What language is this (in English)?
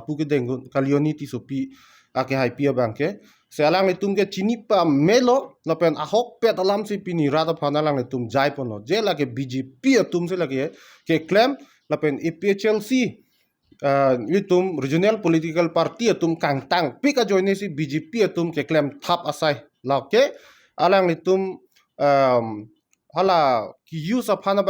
Karbi